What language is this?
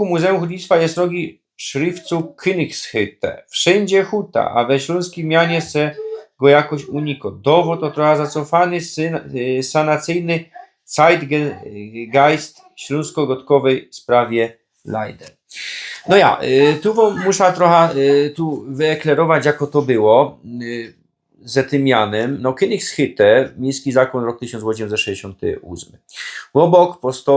Silesian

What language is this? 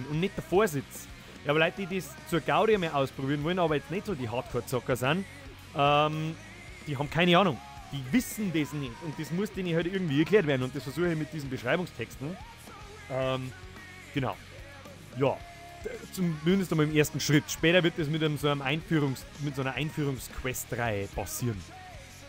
Bavarian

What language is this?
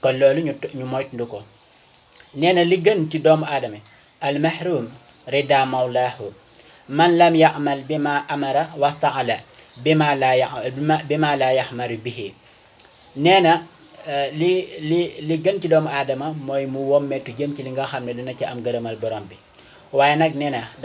Wolof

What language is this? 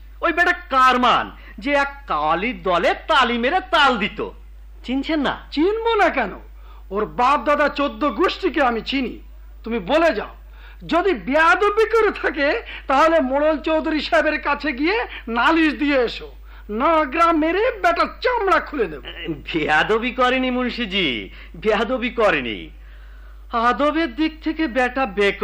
Bangla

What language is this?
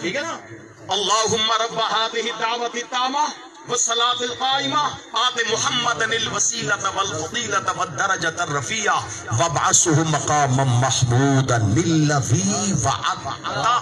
Saraiki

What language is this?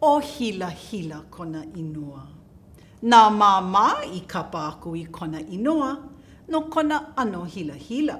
Hawaiian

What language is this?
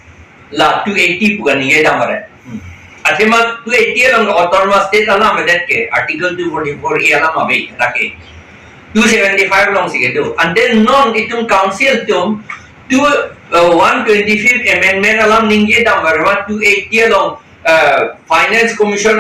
Karbi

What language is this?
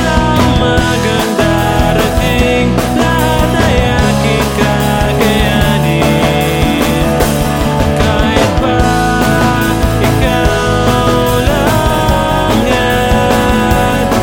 Filipino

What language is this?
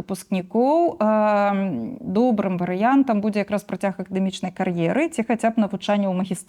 Belarusian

